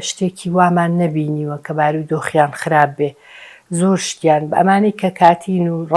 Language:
Central Kurdish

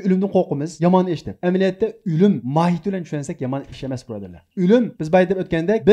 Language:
Uyghur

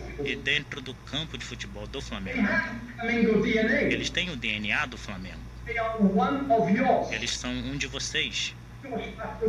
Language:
Portuguese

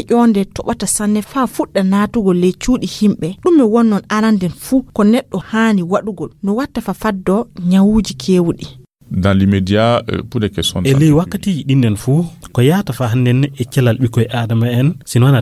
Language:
Nigerian Fulfulde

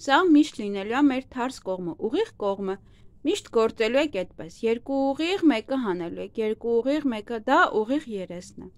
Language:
Armenian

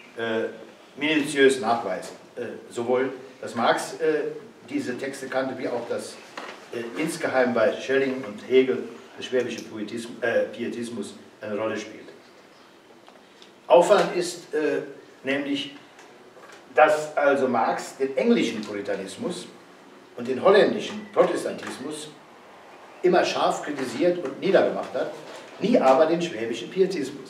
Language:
German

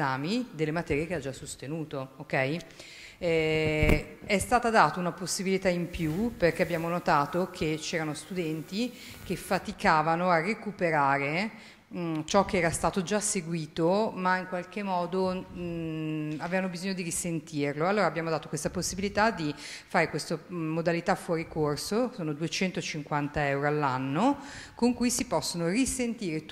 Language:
Italian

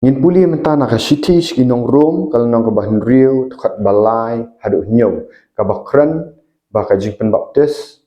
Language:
Khasi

